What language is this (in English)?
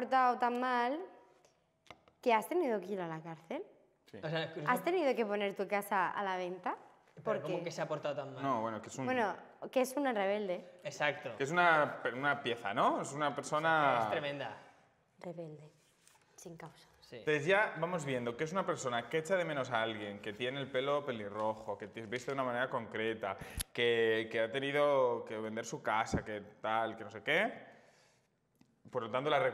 Spanish